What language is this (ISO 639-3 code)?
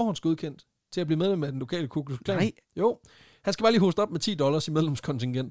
dan